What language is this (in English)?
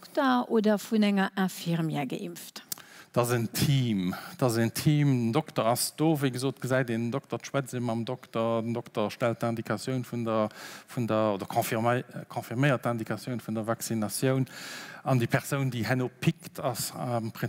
Luxembourgish